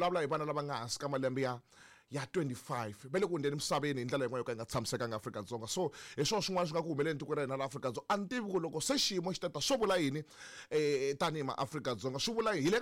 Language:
Tsonga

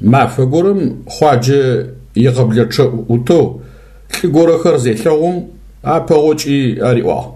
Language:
Adyghe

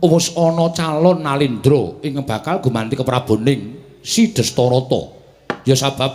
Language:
Javanese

